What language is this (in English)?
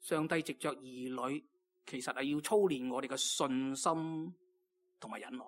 Cantonese